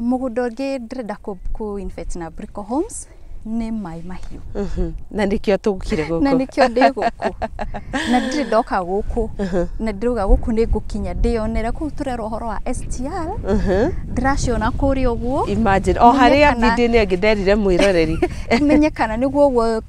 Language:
Kikuyu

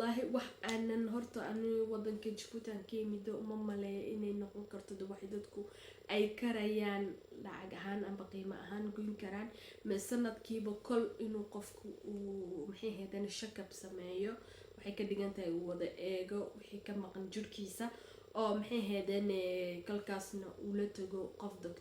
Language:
Somali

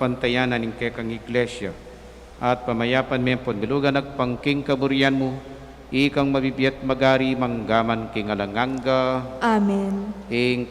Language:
Pampanga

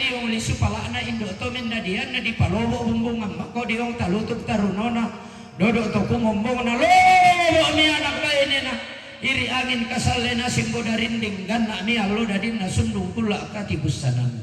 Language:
Toraja-Sa'dan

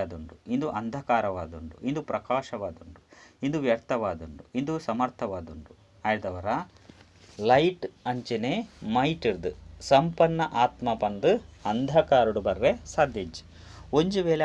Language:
Tulu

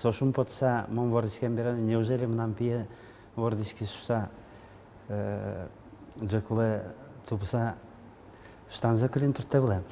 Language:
Udmurt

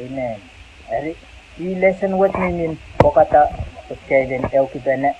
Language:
Pohnpeian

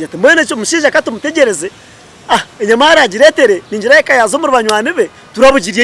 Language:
Nyankole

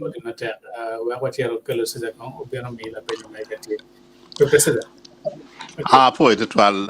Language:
Acoli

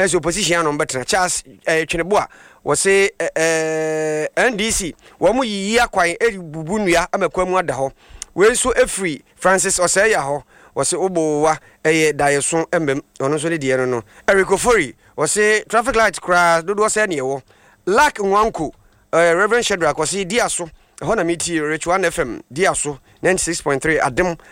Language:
Akan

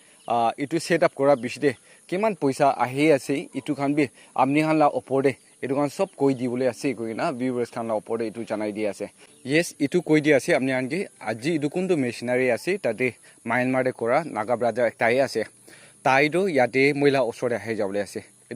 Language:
Naga Pidgin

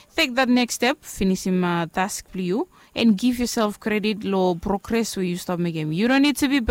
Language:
Bislama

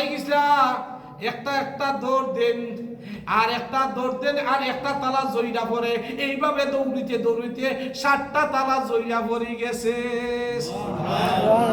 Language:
Sylheti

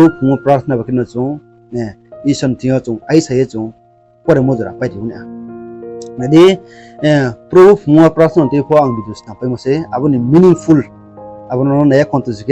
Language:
Riang (India)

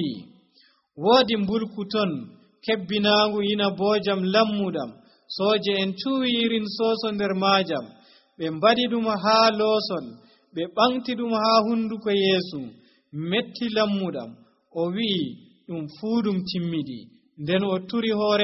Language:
Nigerian Fulfulde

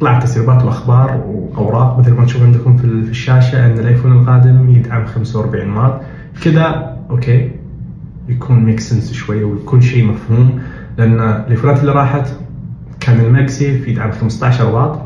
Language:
Najdi Arabic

